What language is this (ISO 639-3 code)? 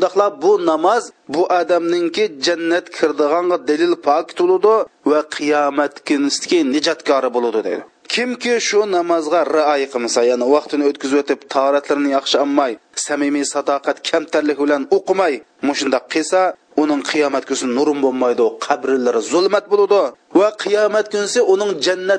uig